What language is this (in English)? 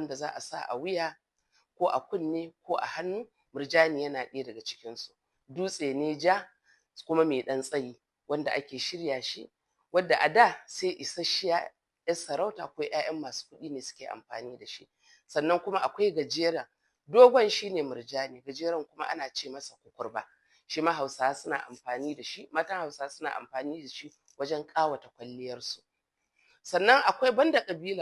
Hausa